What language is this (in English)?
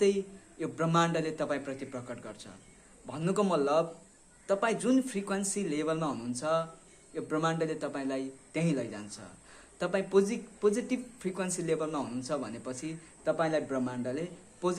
Nepali